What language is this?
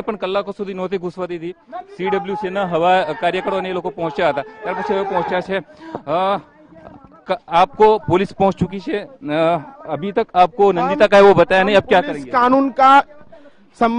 Gujarati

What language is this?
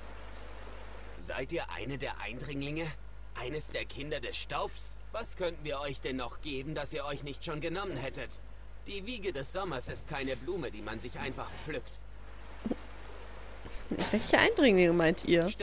German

